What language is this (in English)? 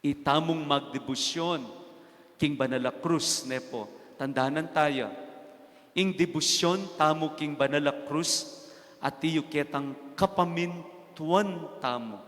Pampanga